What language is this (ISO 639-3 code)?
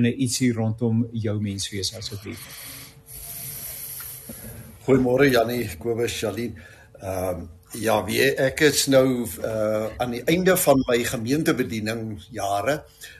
afr